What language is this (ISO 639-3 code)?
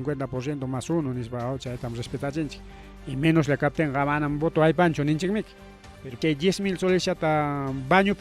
quy